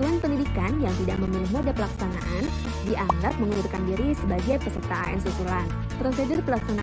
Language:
Indonesian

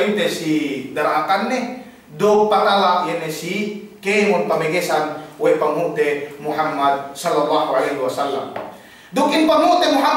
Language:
Yakan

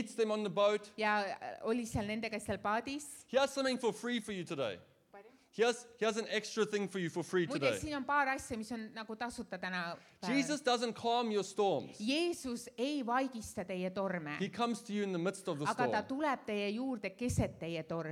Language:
Estonian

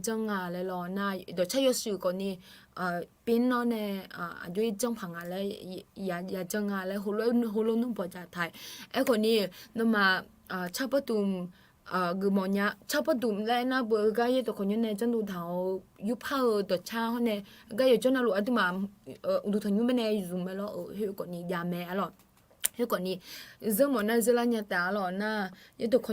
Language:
Akha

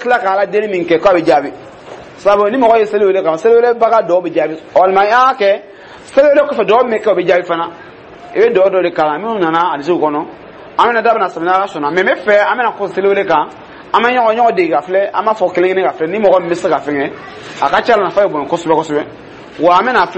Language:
Dyula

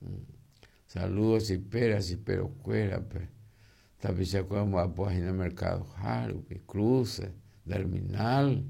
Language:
Guarani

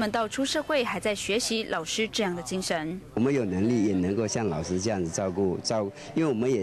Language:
Chinese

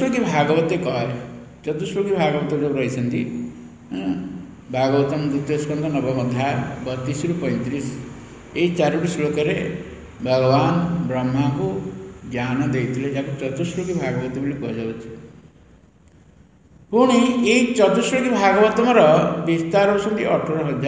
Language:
Odia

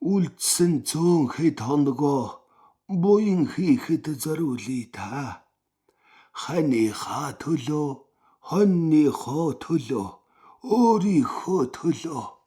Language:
Mongolian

